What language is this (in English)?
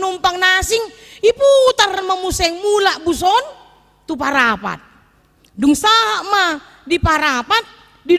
Batak Toba